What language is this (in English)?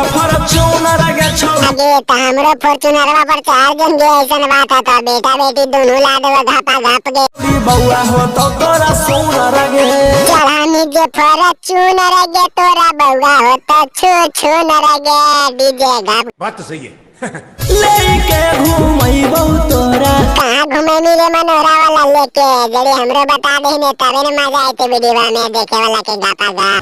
Magahi